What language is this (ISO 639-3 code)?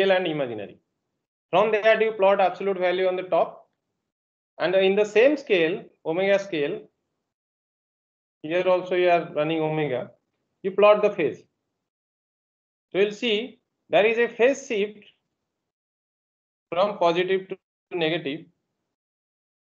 eng